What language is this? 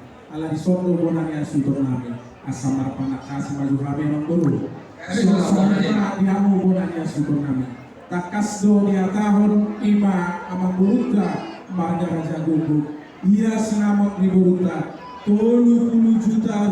Batak Toba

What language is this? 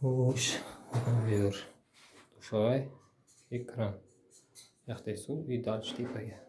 Uzbek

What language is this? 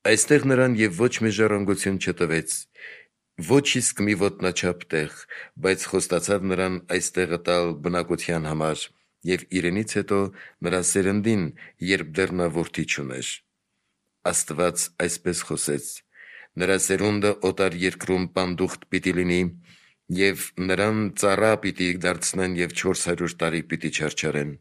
Armenian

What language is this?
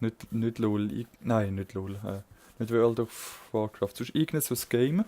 Swiss German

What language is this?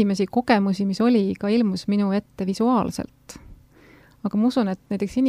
Estonian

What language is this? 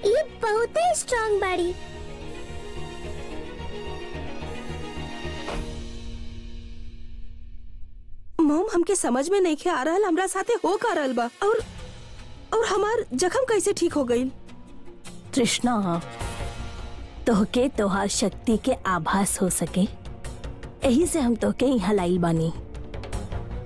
Bhojpuri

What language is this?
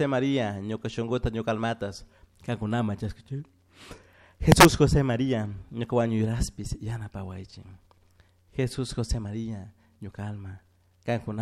Chimborazo Highland Quichua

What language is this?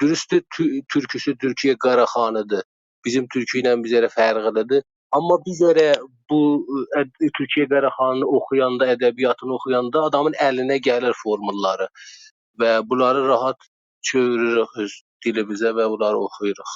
South Azerbaijani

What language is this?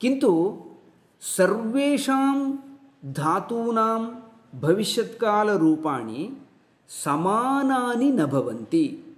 Sanskrit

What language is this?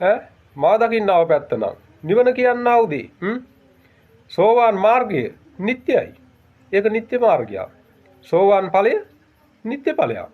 Sinhala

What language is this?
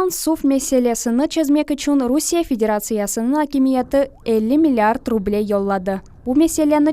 Crimean Tatar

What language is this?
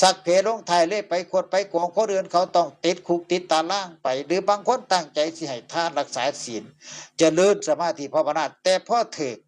Northeastern Thai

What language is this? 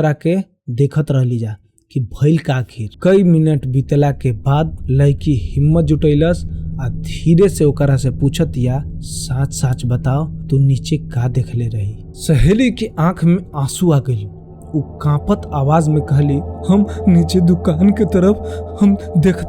Bhojpuri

